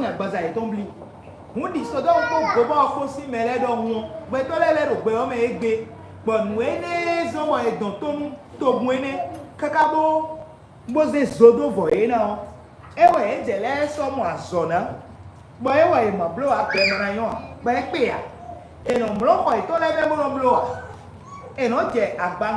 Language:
Fon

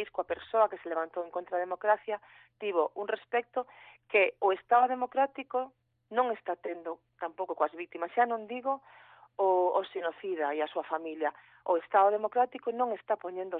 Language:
Galician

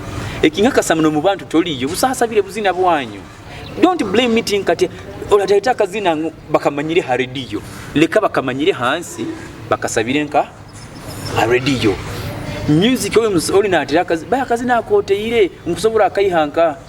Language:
Nyoro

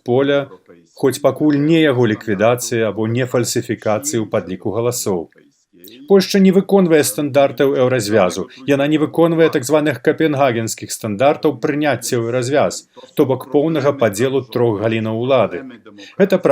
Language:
Belarusian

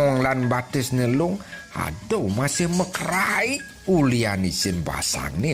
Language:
Balinese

